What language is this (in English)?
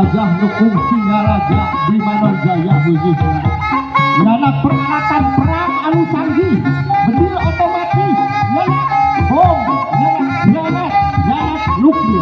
Sundanese